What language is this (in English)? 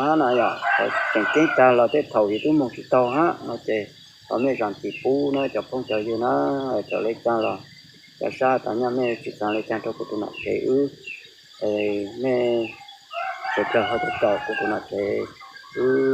Vietnamese